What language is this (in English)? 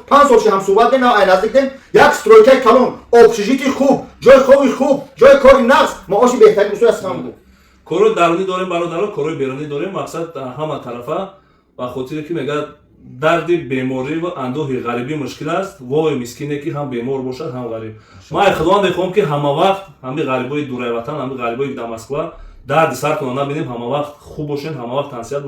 Tajik